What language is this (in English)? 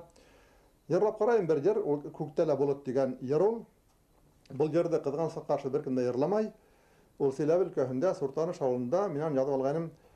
Bashkir